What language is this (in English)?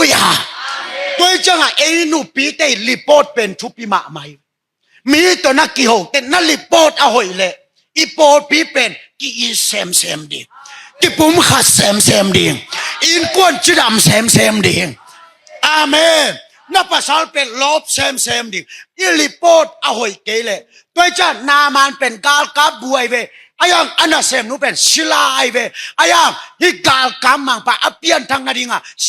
Tedim Chin